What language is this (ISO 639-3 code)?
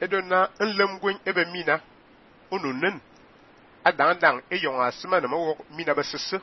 fan